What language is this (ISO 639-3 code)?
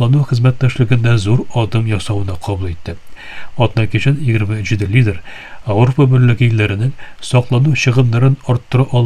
tat